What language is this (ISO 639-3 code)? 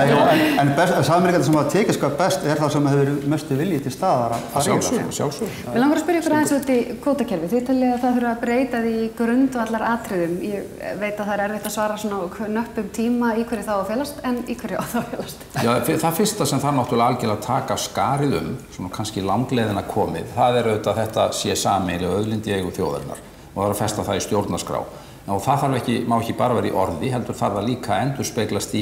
isl